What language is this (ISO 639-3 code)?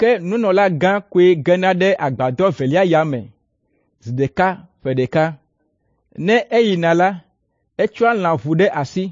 ewe